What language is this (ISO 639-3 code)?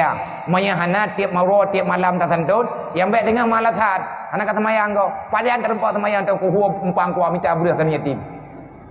ace